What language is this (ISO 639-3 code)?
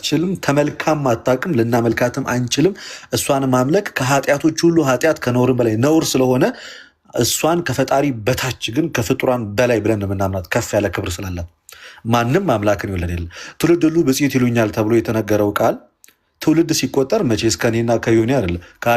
amh